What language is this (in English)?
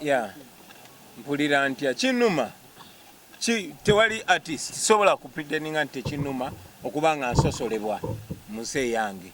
Ganda